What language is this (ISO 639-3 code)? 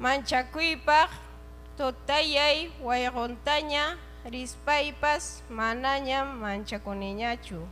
quy